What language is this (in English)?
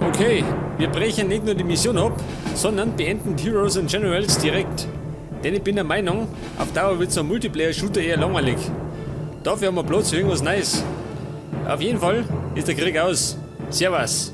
Bavarian